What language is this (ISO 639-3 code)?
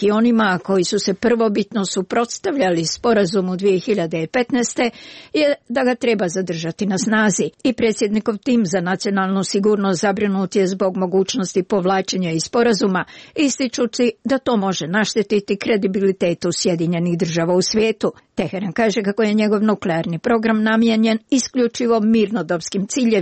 srp